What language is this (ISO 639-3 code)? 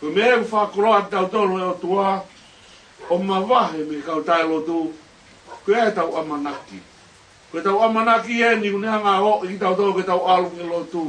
ton